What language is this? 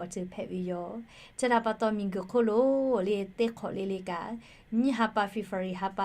Lahu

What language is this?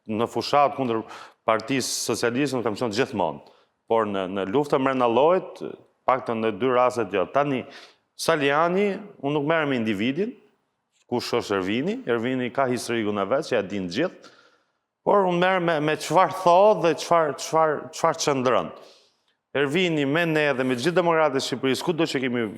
Albanian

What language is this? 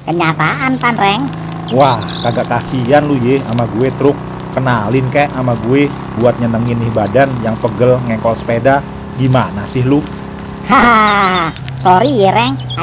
Betawi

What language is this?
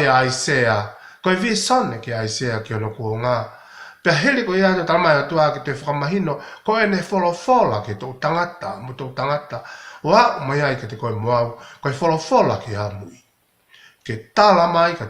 Tongan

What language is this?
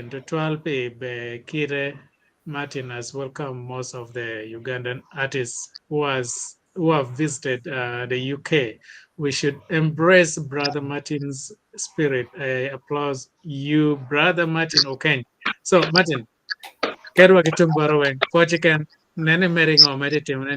Acoli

